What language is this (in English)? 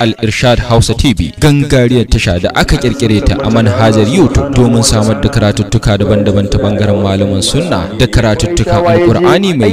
Hausa